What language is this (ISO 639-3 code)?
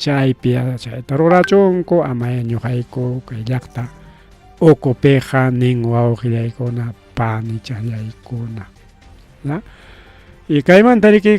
quy